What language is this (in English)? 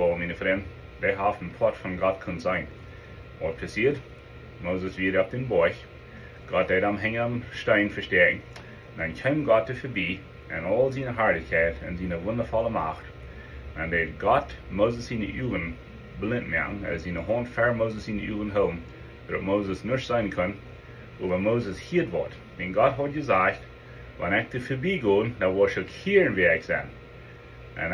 Plautdietsch